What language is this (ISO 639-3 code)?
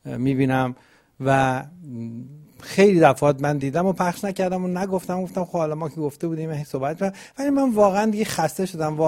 fas